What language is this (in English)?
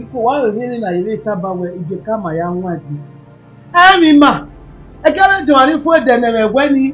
Bini